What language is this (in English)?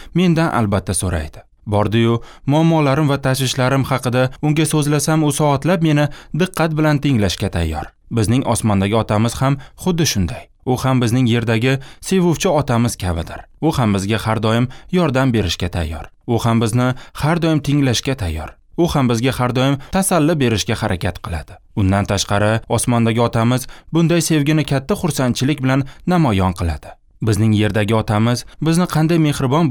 Uzbek